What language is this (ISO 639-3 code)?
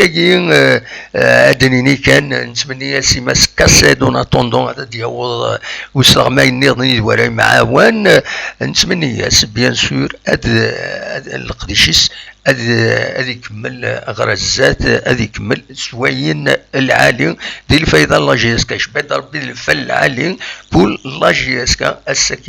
kab